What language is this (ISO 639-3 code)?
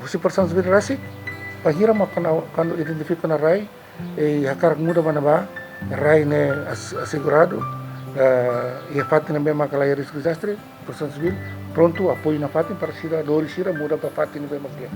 tet